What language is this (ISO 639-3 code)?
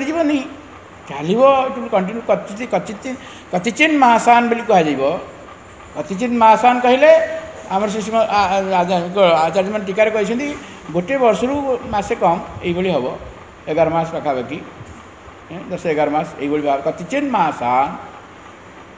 ori